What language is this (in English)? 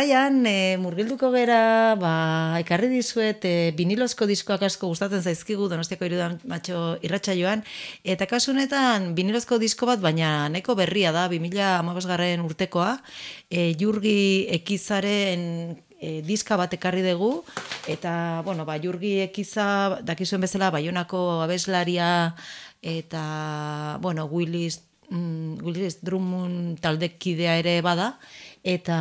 Basque